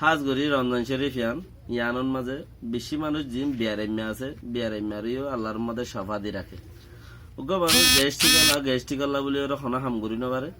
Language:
Rohingya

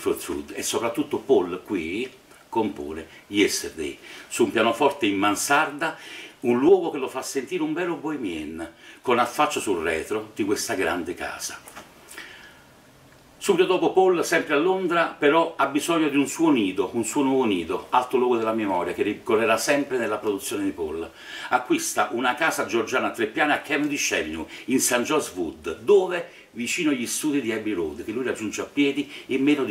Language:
Italian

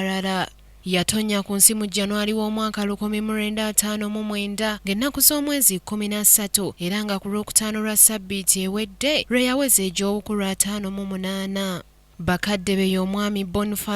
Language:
Ganda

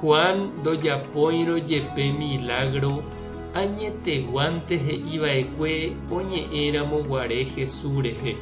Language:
Guarani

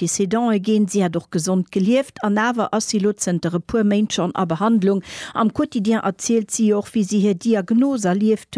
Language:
Luxembourgish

